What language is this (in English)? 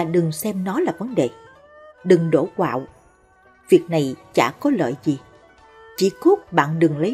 Vietnamese